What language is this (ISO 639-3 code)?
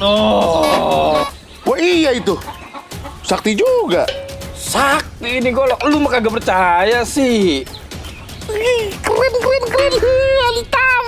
bew